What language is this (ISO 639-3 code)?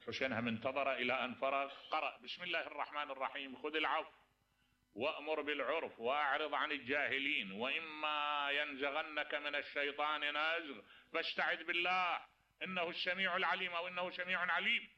acm